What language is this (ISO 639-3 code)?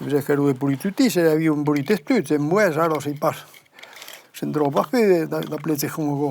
oci